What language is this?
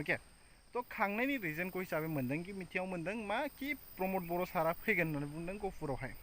Bodo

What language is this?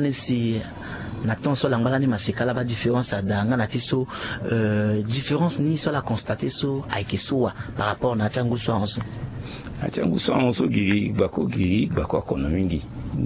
Sango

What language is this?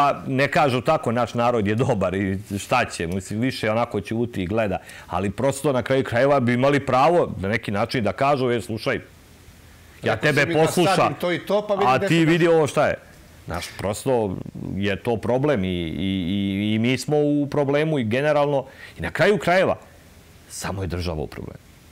Serbian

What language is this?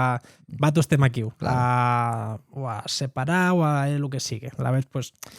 Occitan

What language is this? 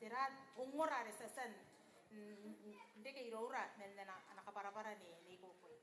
Gilbertese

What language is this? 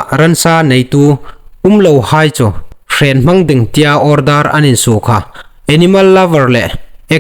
Hmar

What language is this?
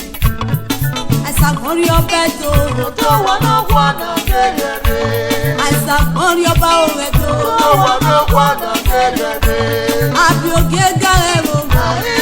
Nigerian Pidgin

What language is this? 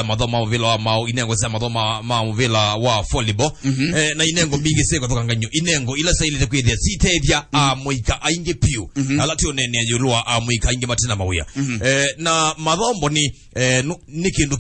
Kamba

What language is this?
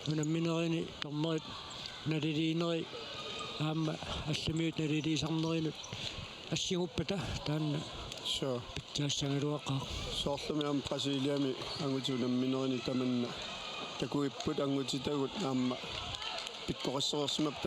Kalaallisut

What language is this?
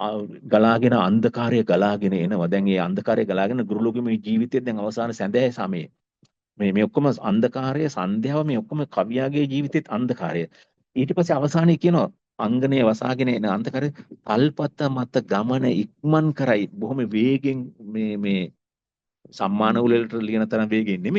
Sinhala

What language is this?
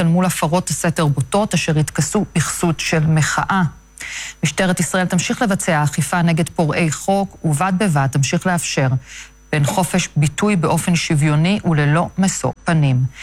Hebrew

